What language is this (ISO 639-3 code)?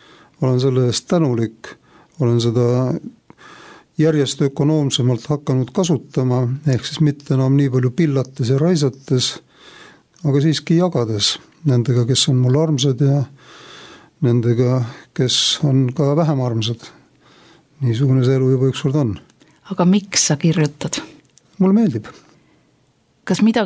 est